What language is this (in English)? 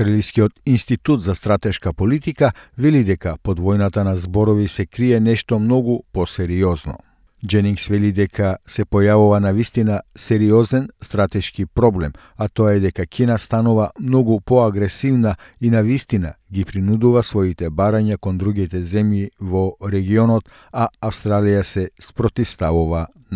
Macedonian